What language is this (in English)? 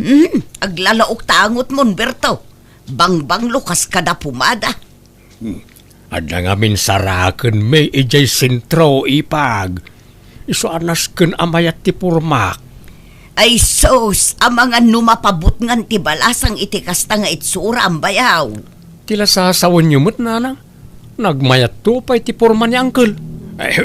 Iloko